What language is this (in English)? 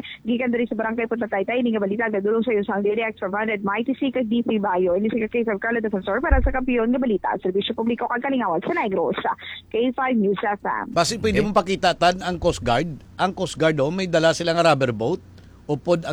Hiligaynon